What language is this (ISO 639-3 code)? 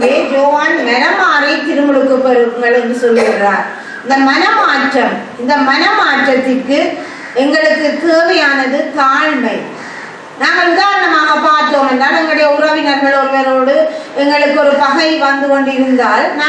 tam